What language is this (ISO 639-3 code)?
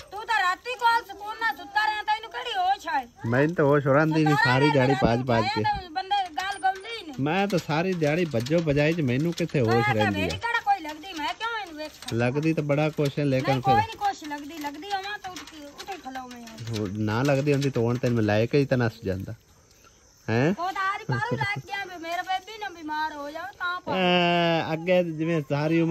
pan